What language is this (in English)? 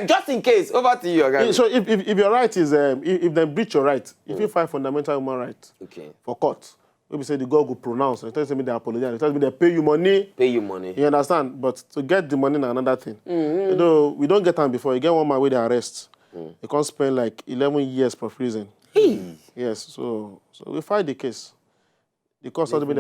Nigerian Pidgin